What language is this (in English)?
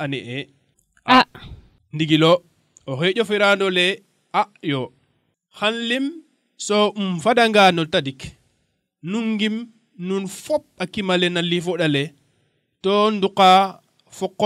Serer